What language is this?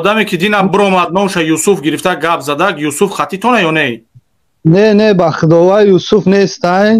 Tajik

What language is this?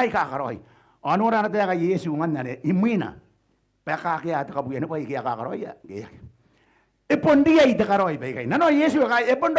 Gilbertese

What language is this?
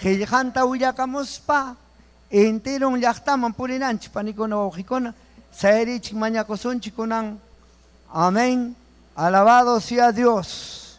Ayacucho Quechua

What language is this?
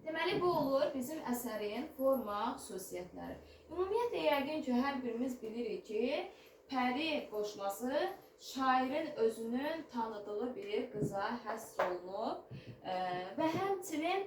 Azerbaijani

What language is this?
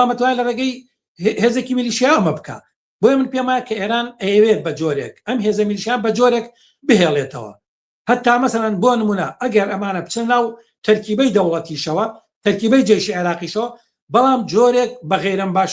Central Kurdish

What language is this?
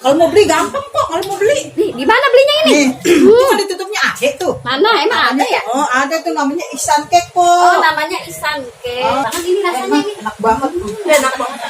Betawi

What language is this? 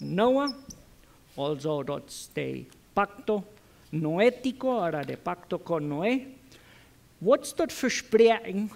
Plautdietsch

